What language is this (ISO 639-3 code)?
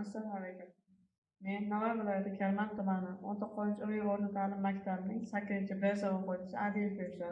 uzb